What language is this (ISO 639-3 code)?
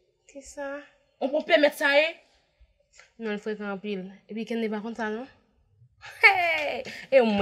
hat